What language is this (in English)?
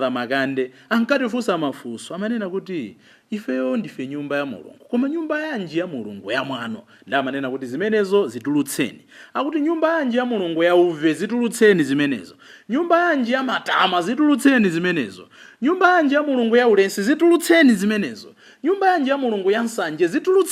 Nyanja